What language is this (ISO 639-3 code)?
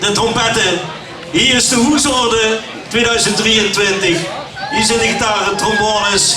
lim